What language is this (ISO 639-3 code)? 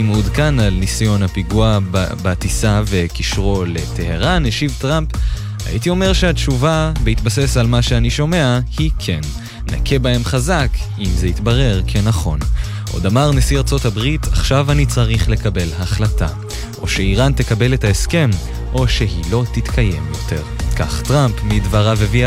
heb